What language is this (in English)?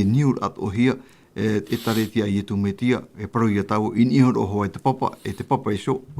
Tahitian